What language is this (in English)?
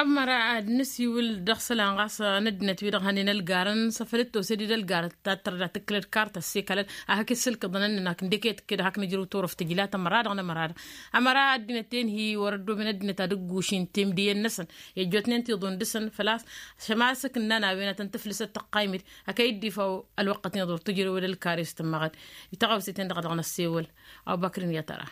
Tamasheq